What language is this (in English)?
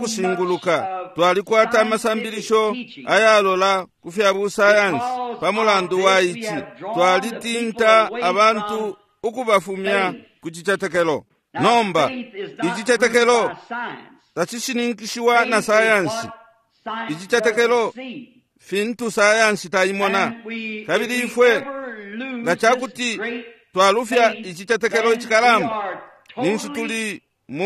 Bemba